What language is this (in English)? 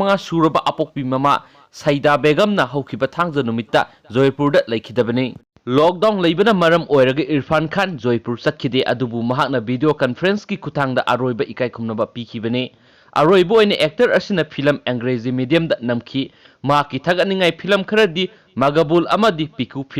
Manipuri